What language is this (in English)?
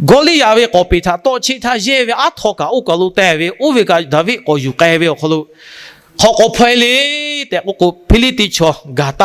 Lahu